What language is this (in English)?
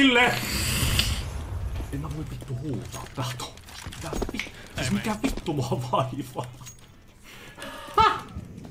Finnish